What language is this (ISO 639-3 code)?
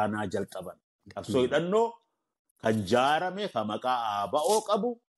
orm